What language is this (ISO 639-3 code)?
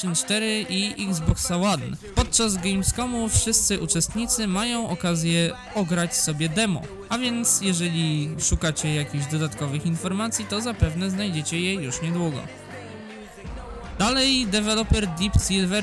pol